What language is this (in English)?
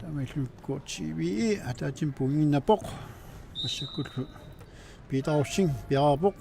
Kalaallisut